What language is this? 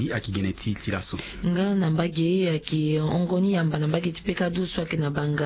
Sango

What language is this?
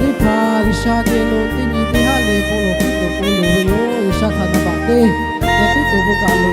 Lahu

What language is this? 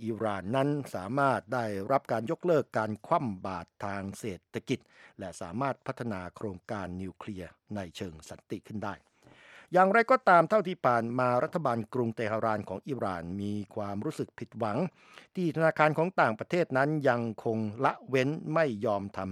Thai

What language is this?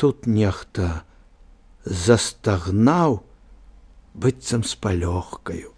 Belarusian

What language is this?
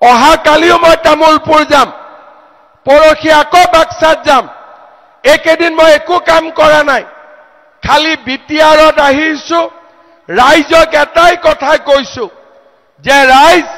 Assamese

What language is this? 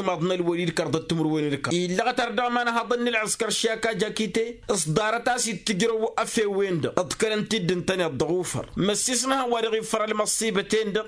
Tamasheq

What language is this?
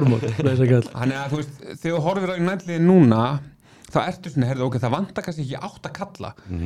Icelandic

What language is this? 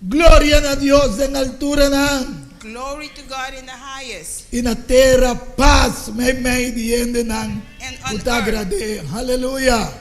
Papiamento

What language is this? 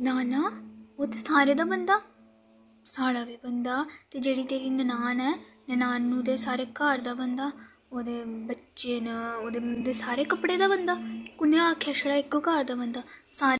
Dogri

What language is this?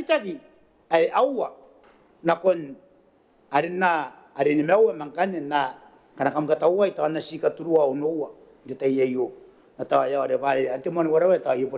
Gilbertese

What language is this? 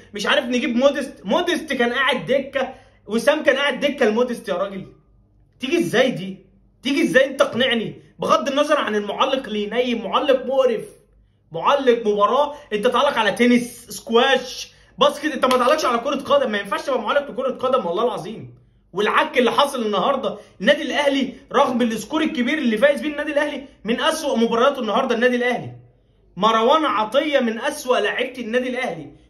Egyptian Arabic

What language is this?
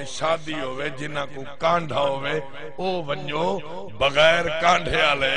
Saraiki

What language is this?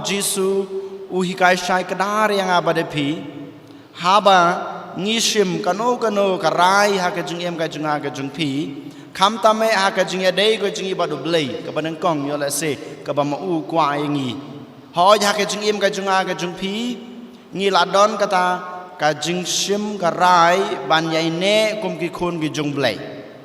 Khasi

